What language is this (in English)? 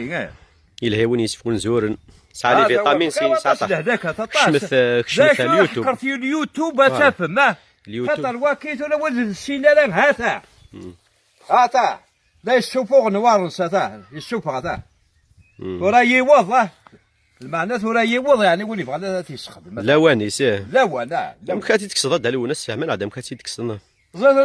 Kabyle